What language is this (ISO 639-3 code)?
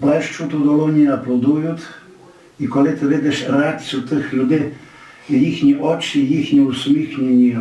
rue